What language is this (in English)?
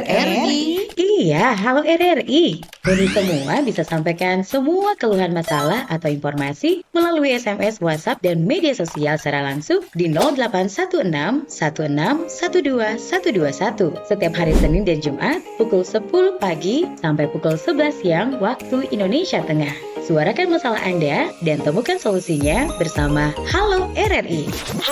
Manado Malay